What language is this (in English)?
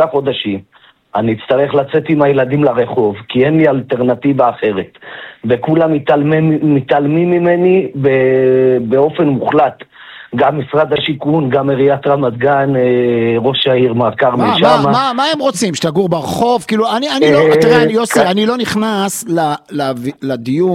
Hebrew